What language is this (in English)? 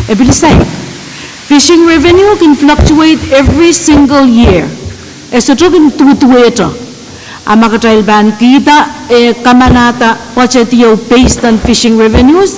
Pohnpeian